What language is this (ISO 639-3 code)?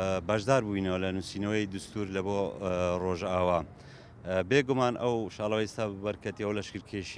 ckb